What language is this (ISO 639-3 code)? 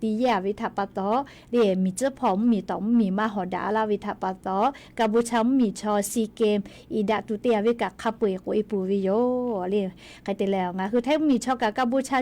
lhu